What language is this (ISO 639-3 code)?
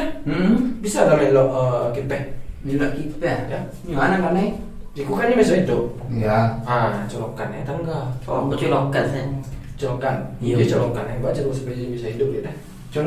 min